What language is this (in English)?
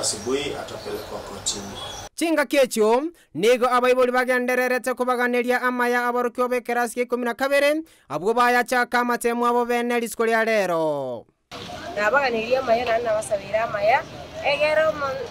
Gusii